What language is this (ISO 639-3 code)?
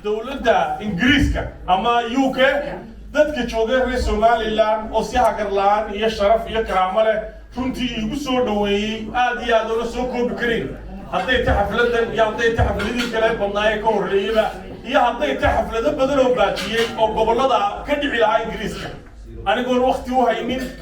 som